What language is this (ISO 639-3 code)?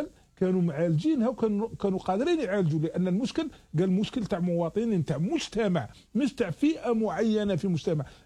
arq